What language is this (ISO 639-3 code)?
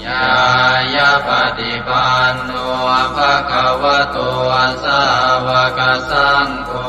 pli